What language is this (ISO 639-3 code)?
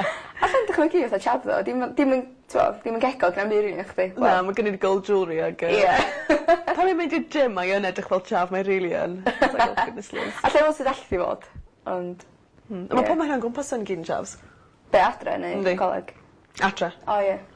cym